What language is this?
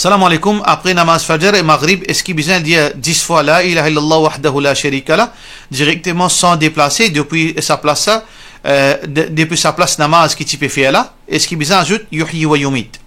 Morisyen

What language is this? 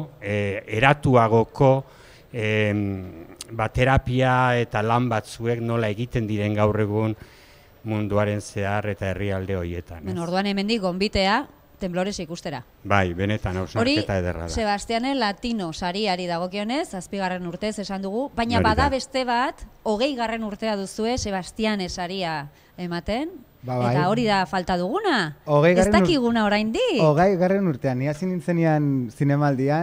Basque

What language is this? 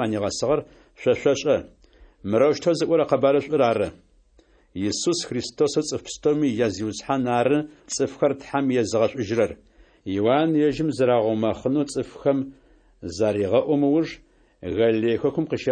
Adyghe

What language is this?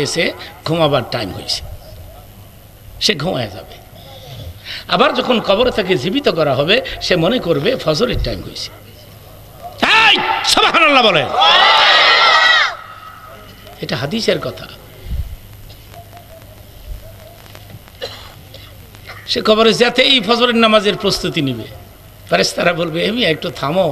Bangla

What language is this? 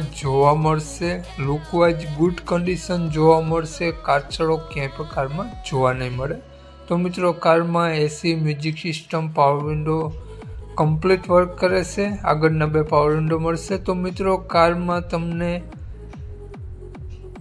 Gujarati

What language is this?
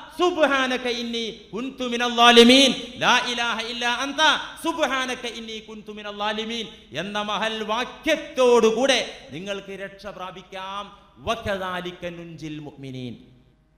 Malayalam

